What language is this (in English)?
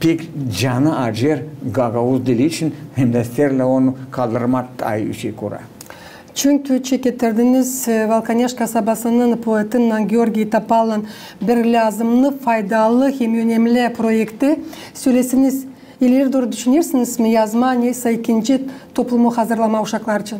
Gagauz